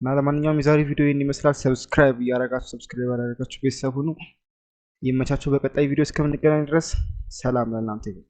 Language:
Amharic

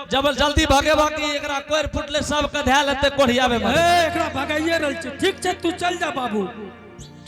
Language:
Angika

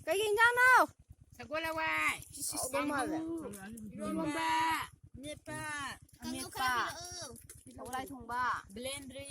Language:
Manipuri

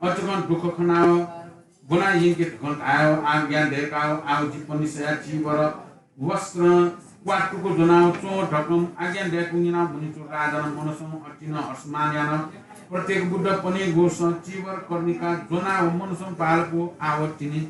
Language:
Newari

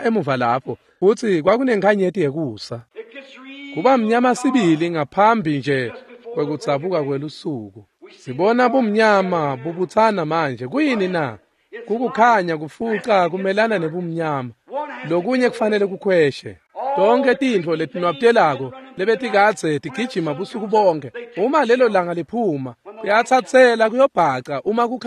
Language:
Swati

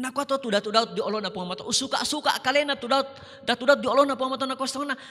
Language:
Toraja-Sa'dan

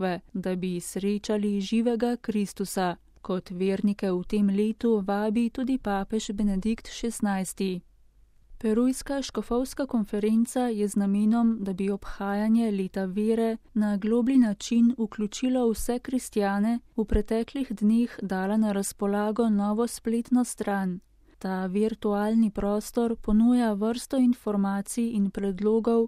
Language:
Slovenian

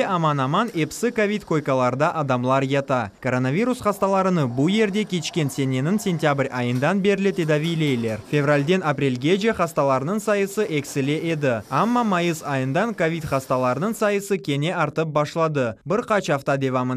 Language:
Crimean Tatar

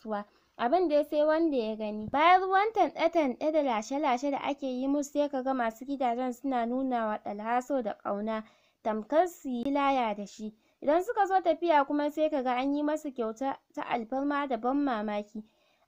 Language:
Hausa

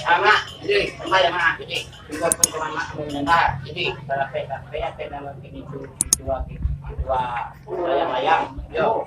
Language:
Minangkabau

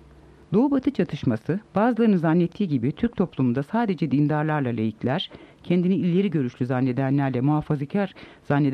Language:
Turkish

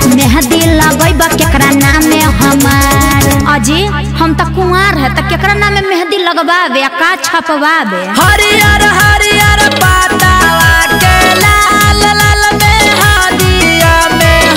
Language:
Bhojpuri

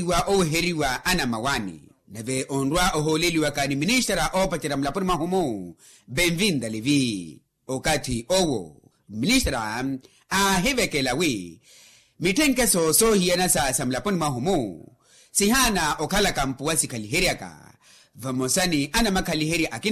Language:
Makhuwa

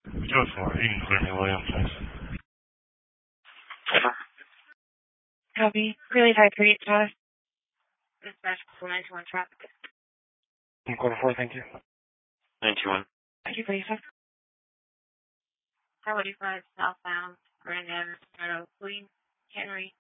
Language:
English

